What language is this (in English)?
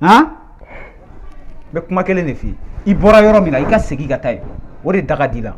Bambara